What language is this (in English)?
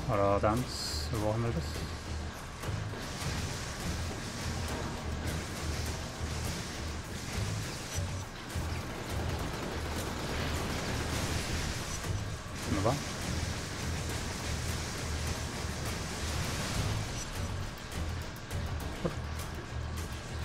German